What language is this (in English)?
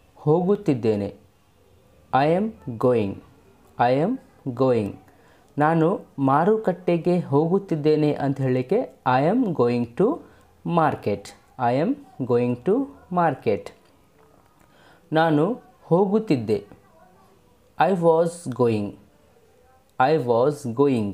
Kannada